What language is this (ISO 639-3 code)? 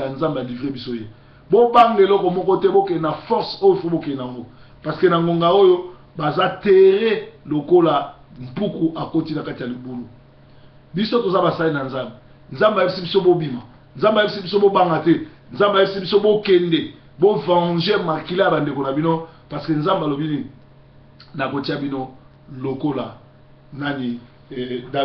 lin